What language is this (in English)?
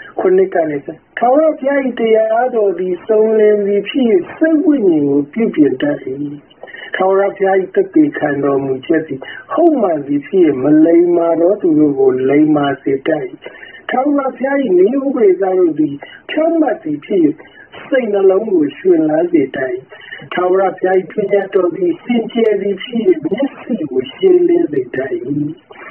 Burmese